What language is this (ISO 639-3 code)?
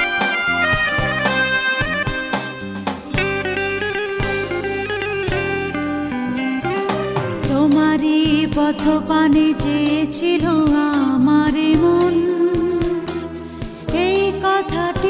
ben